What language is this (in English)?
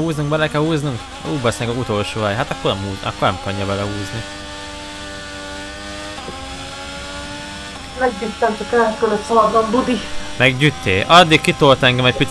Hungarian